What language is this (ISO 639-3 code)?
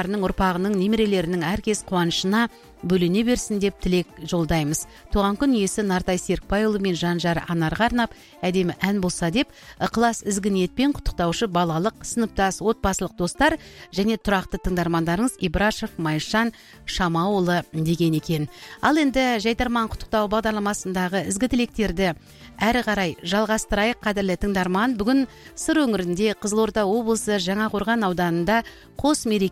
kaz